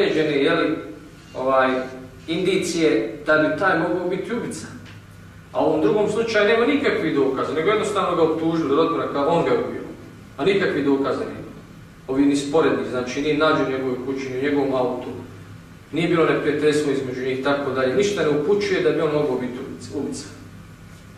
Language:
Bosnian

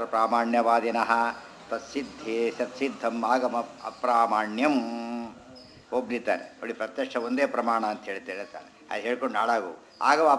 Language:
Kannada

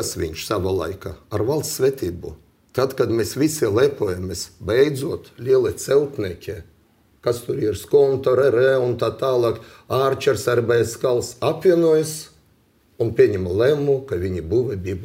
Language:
Latvian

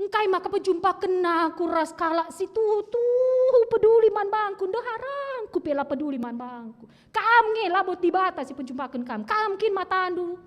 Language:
Batak Karo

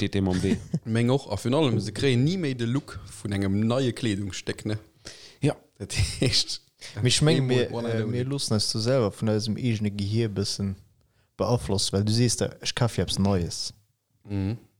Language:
Luxembourgish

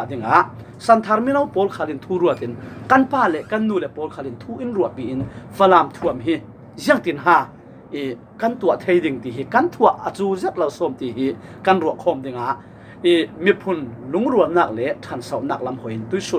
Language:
Falam Chin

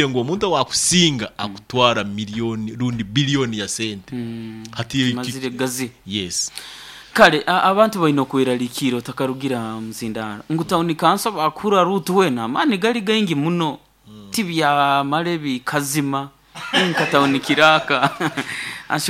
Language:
Nyoro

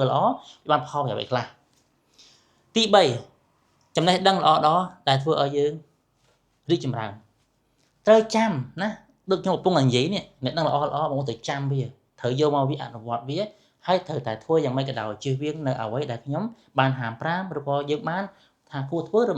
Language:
Khmer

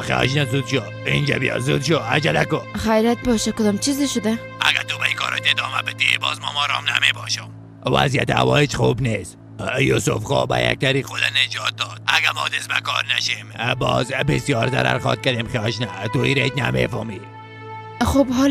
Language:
Persian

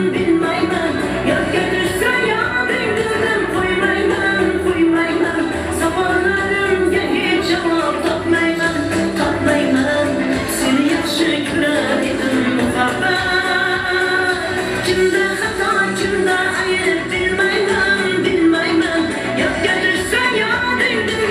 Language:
Kara-Kalpak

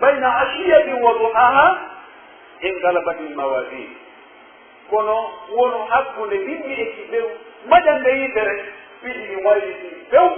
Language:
Pular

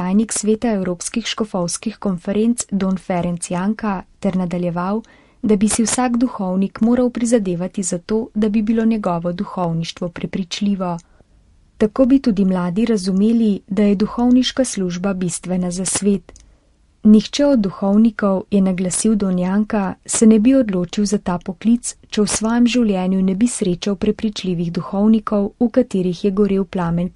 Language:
Slovenian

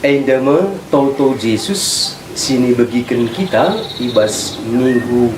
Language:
Batak Karo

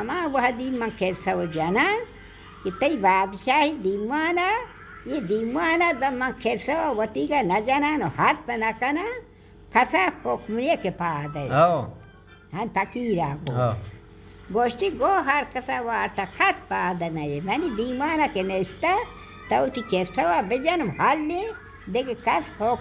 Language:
Baluchi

